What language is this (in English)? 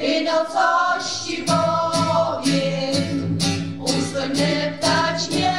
Silesian